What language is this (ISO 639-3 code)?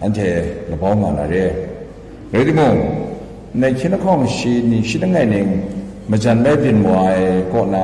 kac